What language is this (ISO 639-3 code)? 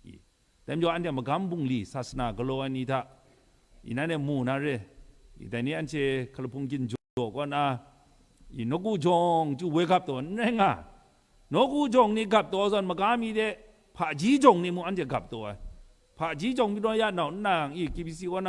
kac